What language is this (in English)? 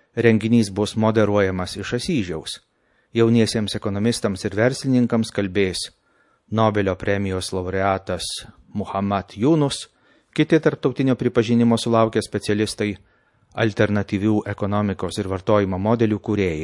Lithuanian